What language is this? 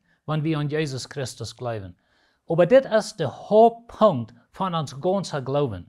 Plautdietsch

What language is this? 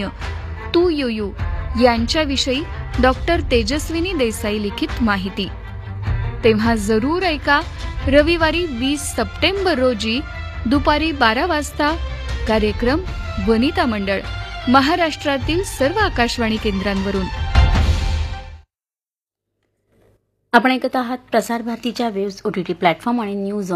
Marathi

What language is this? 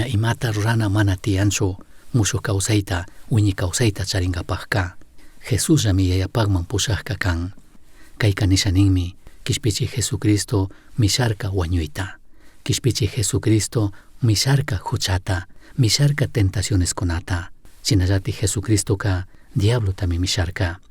Chimborazo Highland Quichua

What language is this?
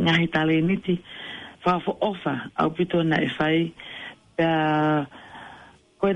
Tongan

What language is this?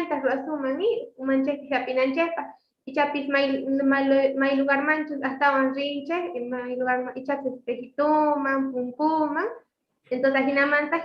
South Bolivian Quechua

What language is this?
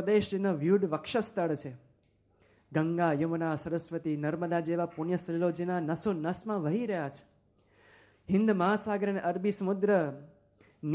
Gujarati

